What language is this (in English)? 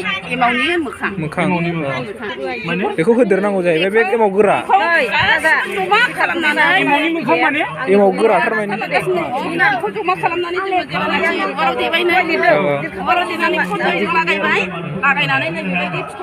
Bodo